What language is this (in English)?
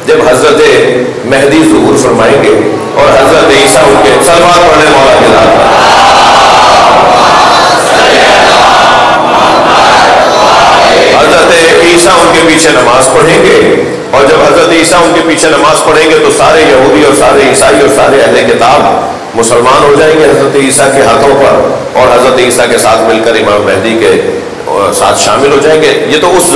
Urdu